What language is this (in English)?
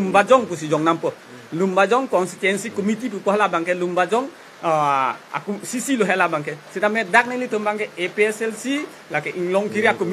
Karbi